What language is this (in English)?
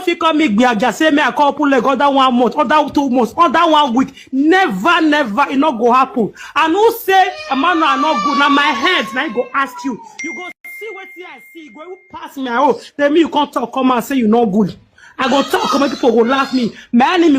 Nigerian Pidgin